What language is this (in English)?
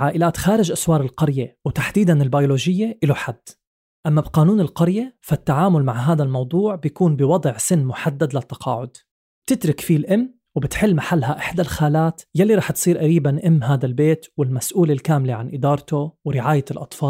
North Levantine Arabic